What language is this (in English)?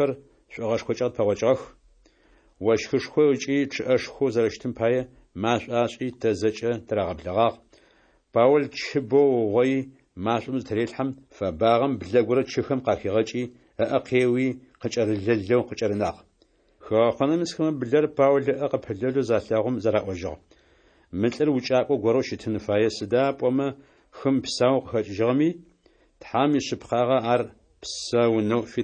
Adyghe